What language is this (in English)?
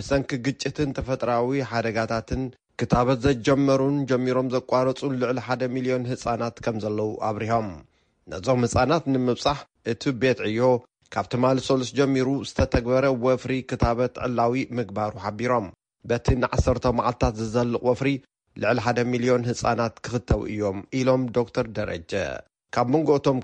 Tigrinya